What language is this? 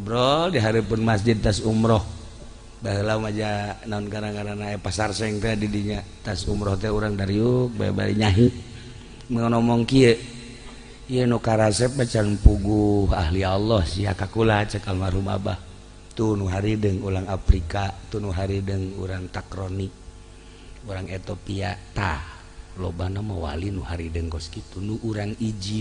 Sundanese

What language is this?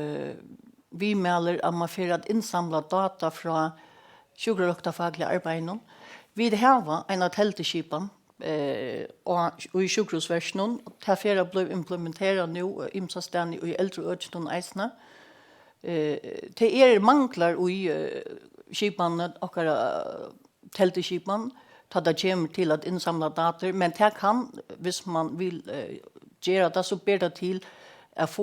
Faroese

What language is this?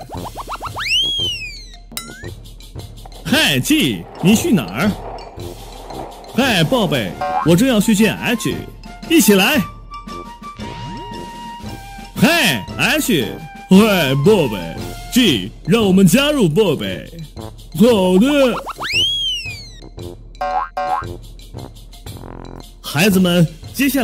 Chinese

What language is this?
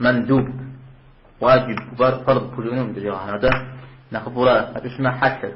Kabardian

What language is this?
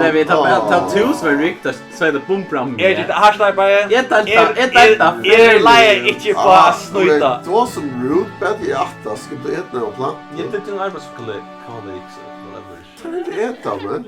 Faroese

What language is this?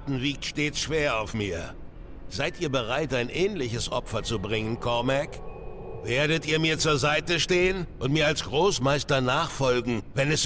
Swiss German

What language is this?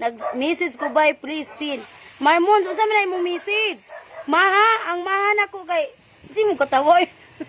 Cebuano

